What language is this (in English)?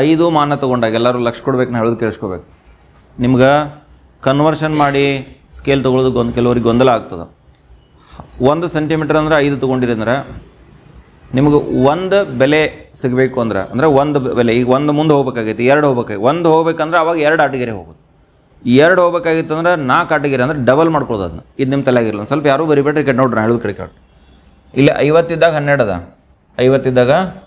Kannada